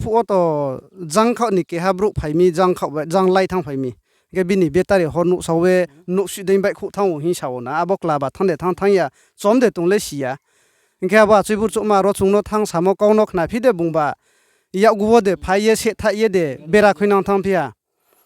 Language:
Riang (India)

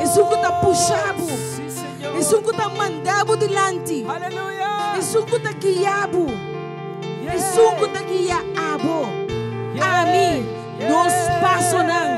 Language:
Papiamento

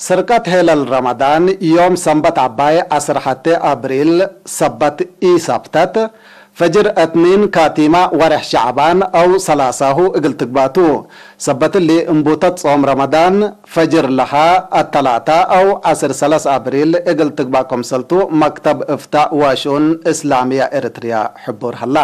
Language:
Tigre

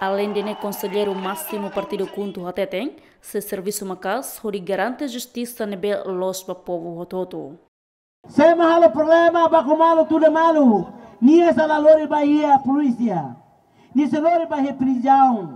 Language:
Tetum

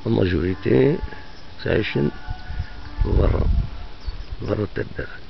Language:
Kabyle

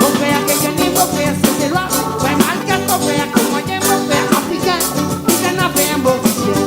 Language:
Réunion Creole French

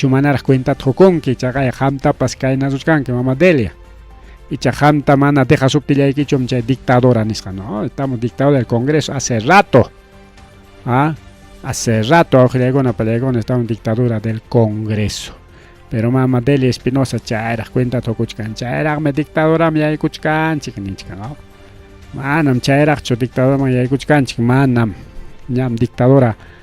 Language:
Ayacucho Quechua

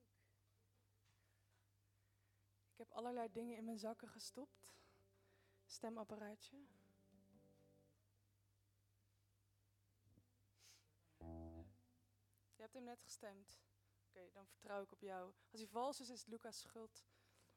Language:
Dutch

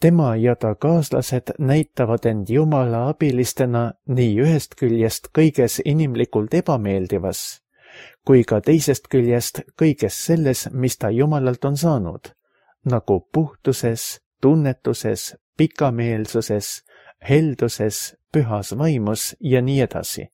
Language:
Estonian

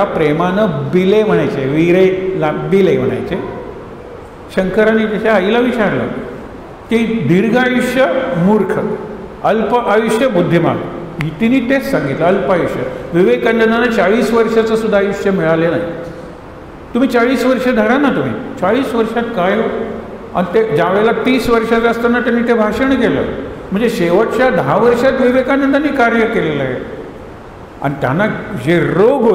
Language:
Marathi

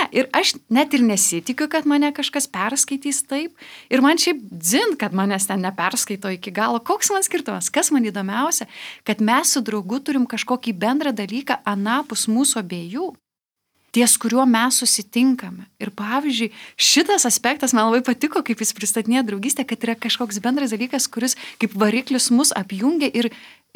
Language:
Lithuanian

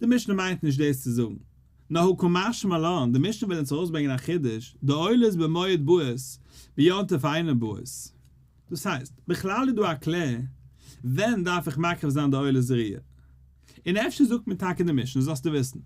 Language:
Yiddish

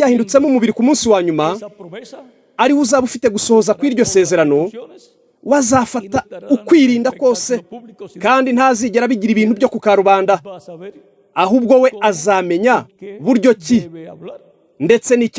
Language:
Kinyarwanda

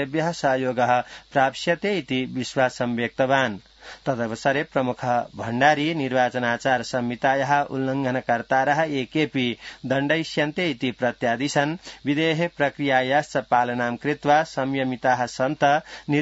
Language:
Sanskrit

